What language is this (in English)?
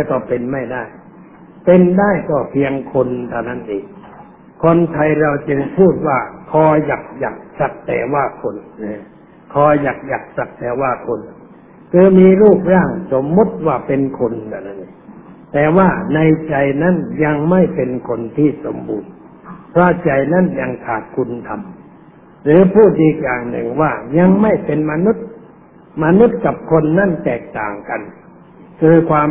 Thai